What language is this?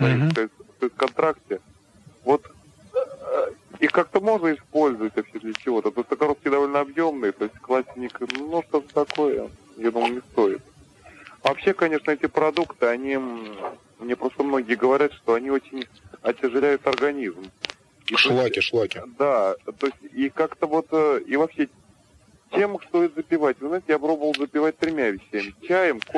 Russian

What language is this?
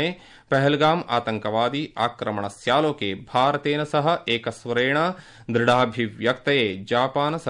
Sanskrit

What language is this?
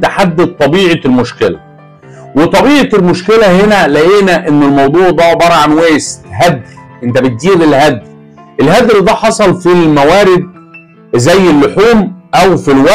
Egyptian Arabic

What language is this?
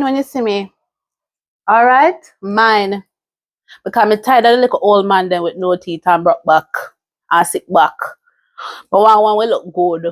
Jamaican Creole English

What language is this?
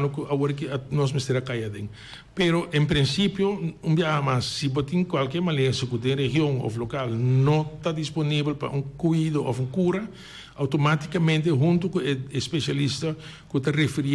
Papiamento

